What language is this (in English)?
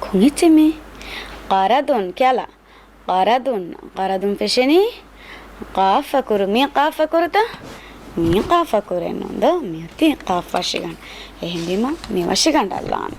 Divehi